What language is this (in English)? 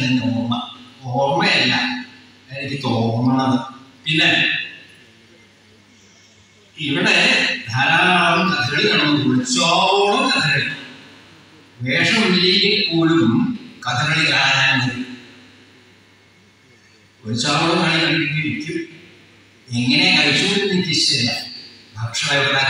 Malayalam